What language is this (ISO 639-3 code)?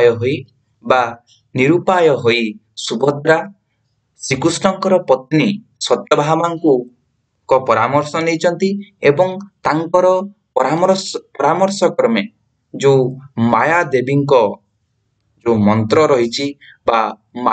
ori